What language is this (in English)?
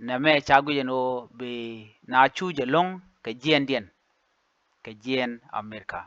Nuer